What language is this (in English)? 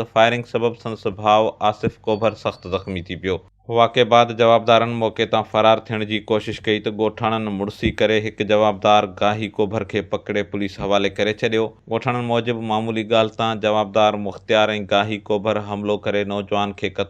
Sindhi